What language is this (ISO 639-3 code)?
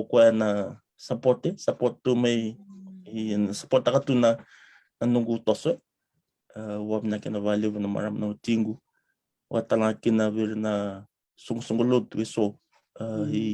fij